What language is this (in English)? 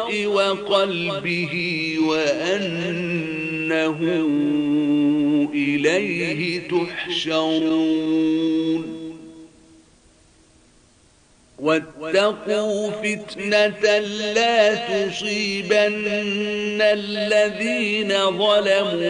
Arabic